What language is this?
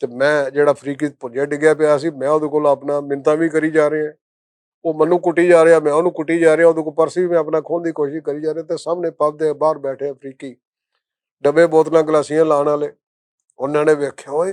Western Panjabi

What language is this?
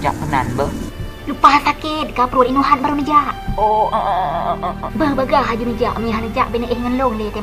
Achinese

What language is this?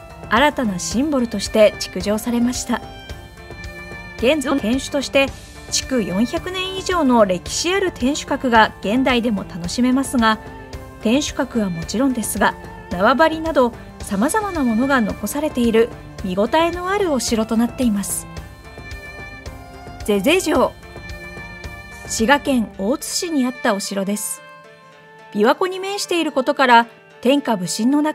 Japanese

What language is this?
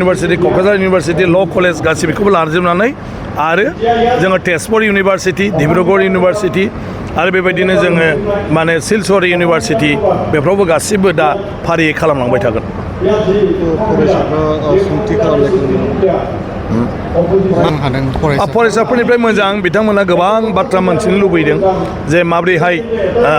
Bodo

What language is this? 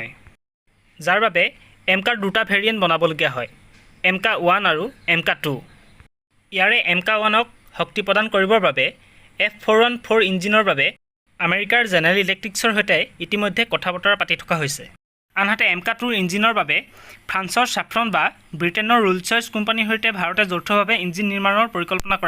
Assamese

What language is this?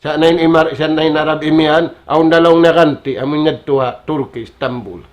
Tausug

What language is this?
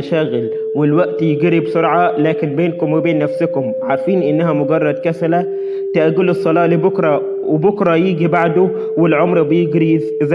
Egyptian Arabic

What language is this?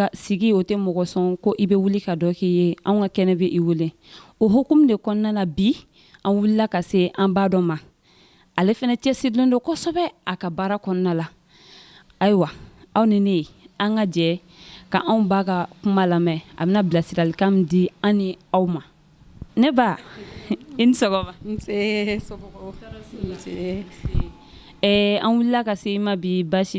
Bambara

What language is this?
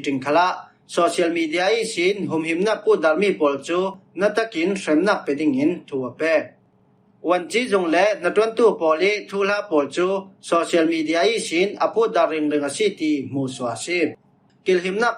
Falam Chin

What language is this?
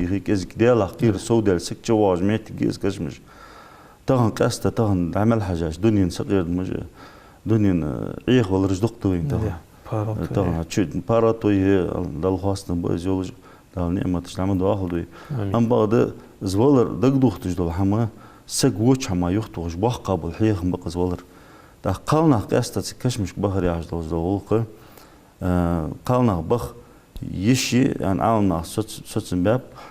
Ingush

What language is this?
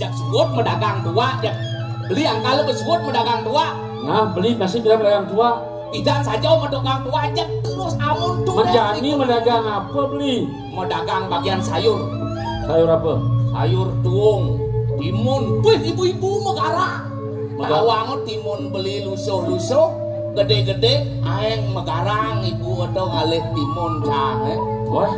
Balinese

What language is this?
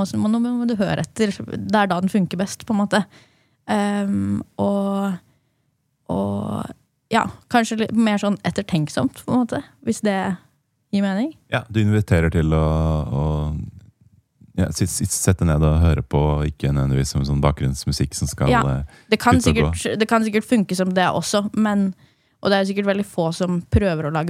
Norwegian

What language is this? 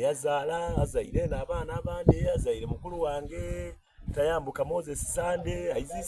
Soga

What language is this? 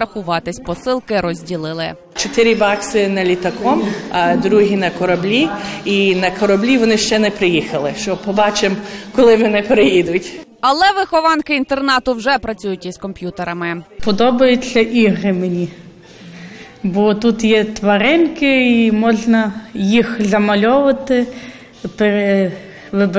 Ukrainian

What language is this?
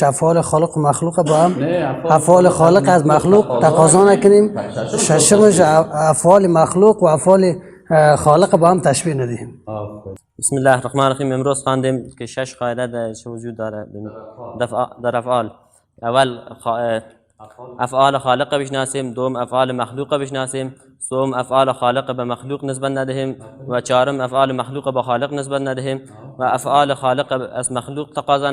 Persian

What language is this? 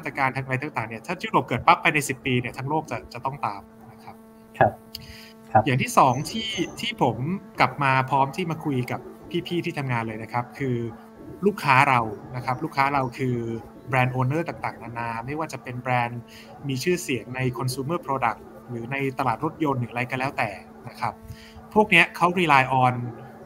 Thai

